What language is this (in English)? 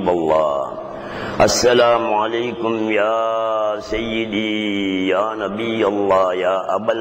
Tamil